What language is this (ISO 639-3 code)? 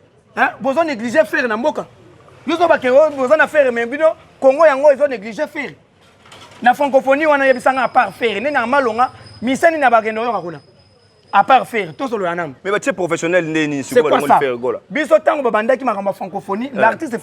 lin